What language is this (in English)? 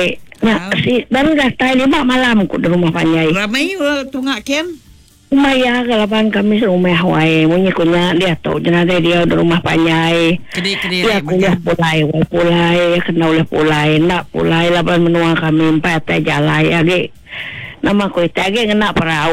Iban